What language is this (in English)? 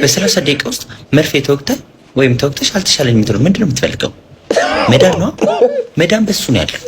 Amharic